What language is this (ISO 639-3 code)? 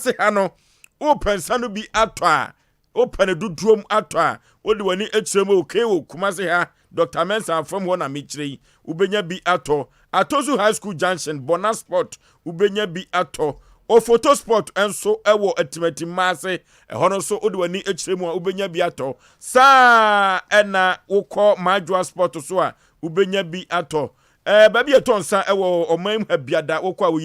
aka